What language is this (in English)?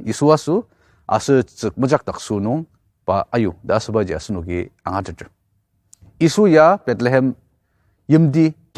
Ao Naga